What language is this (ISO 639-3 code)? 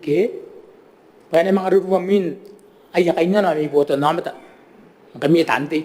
gil